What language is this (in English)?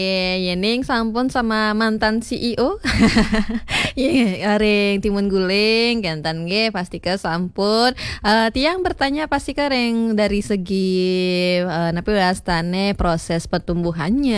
Balinese